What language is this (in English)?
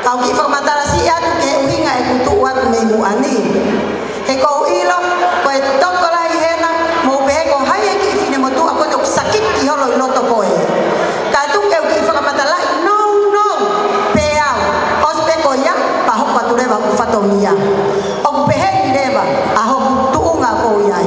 Tongan